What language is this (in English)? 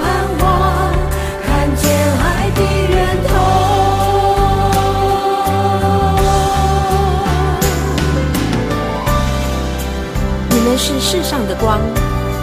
Chinese